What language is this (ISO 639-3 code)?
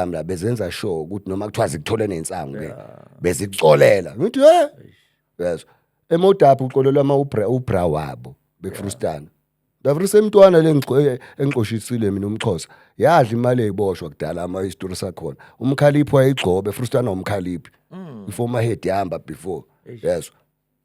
zul